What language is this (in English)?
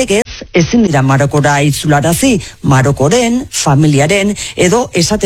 Basque